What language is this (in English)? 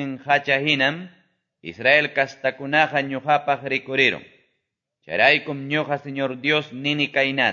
Quechua